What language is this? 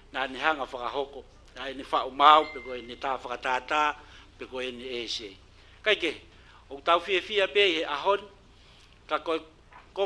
Tongan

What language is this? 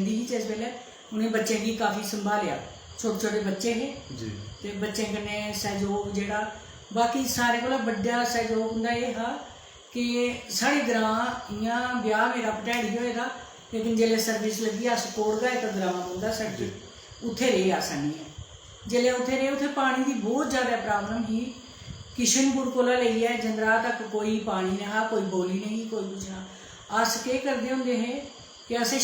Dogri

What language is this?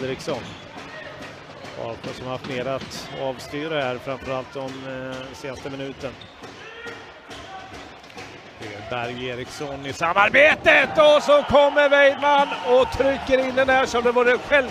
Swedish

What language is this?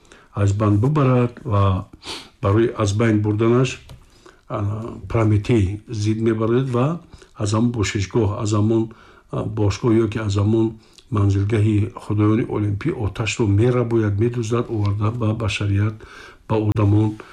Tajik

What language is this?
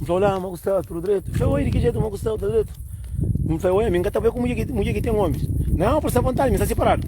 Kabuverdianu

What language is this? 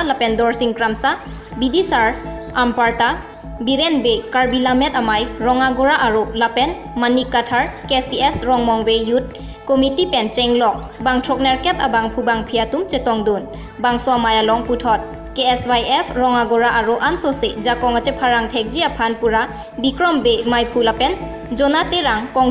Karbi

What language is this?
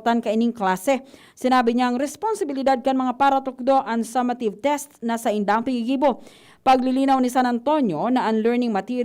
Bikol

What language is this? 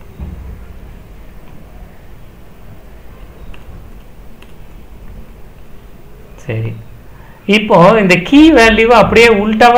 Tamil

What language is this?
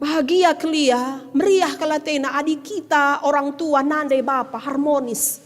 Batak Karo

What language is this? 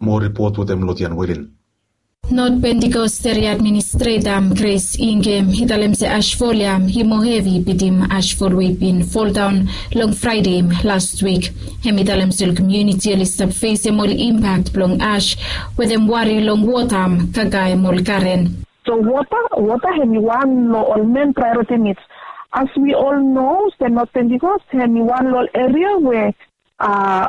Bislama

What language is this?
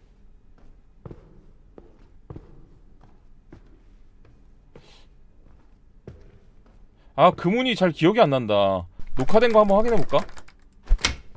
Korean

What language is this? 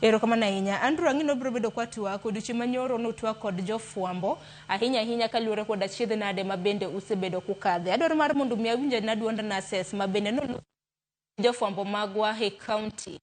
Luo (Kenya and Tanzania)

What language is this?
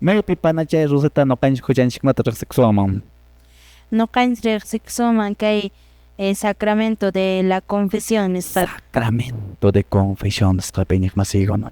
Quechua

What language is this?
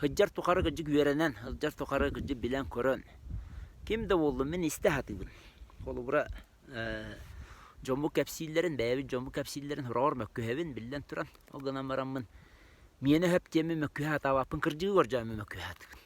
Yakut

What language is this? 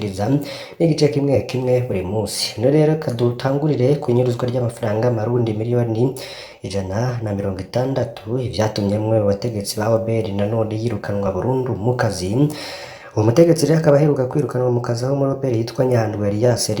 Rundi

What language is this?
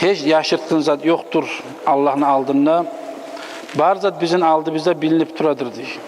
Kumyk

